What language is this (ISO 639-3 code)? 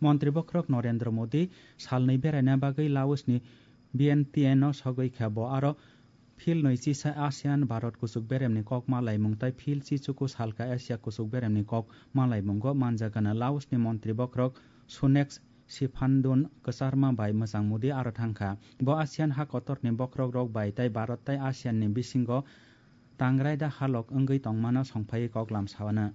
trp